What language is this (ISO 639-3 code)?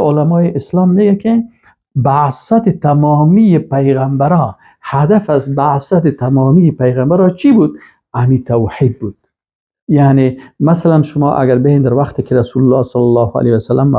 fas